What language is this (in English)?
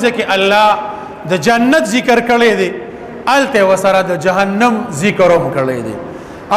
Pashto